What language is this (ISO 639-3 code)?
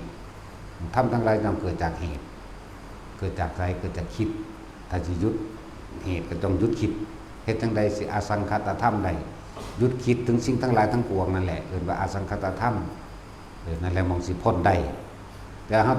tts